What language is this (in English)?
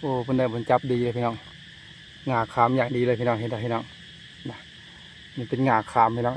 Northeastern Thai